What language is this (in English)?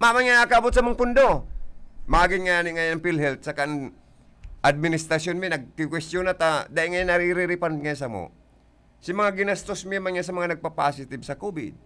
Bikol